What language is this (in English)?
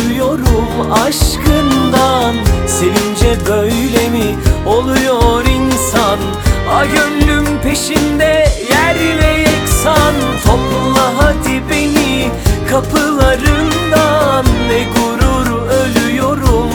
Turkish